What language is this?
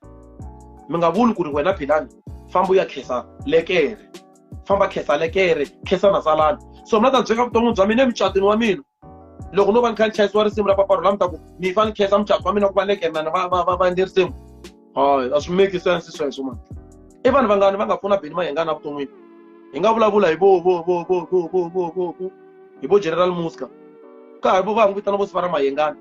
Tsonga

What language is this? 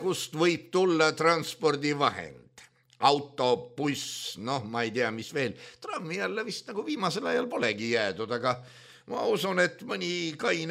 Estonian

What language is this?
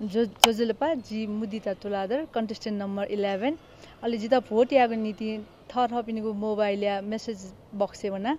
Newari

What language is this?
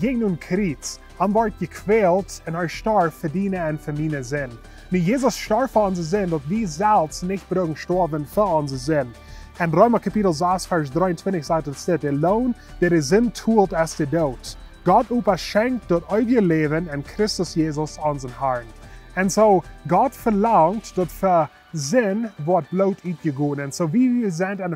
Plautdietsch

